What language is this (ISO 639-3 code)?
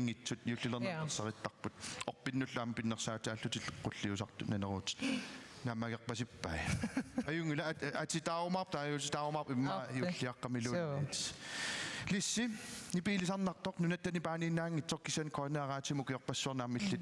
kal